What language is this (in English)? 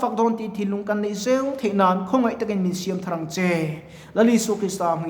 Mizo